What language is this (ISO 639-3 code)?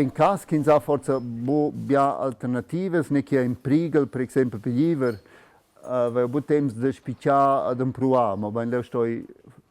roh